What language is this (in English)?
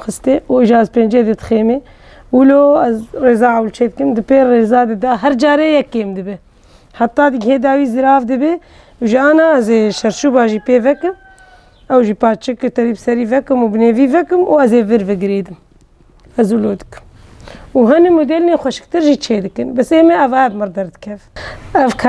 Kurdish